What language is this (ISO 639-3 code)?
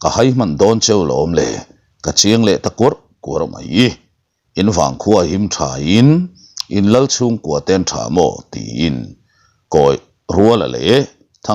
lus